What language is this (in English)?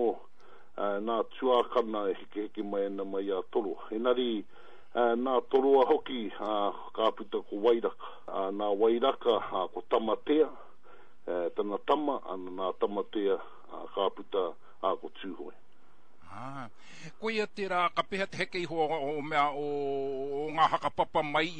Māori